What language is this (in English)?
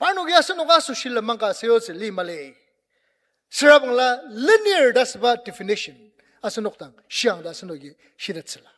Ao Naga